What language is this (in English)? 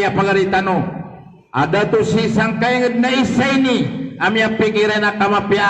Maranao